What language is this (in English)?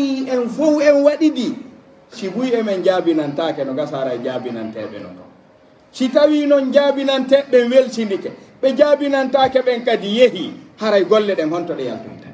Pular